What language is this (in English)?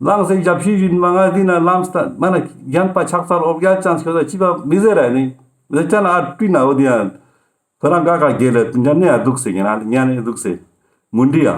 Ladakhi